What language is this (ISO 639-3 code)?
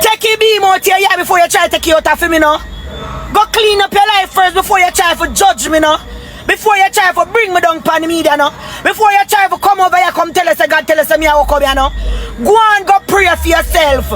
jam